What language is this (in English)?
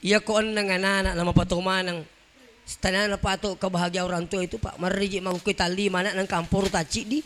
Buginese